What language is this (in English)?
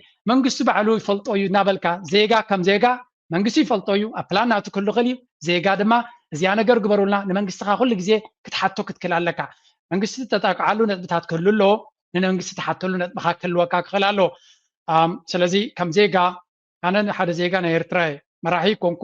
Tigrinya